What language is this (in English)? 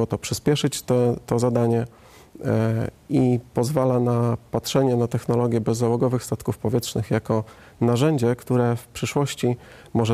Polish